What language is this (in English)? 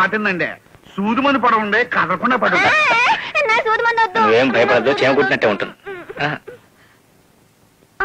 Telugu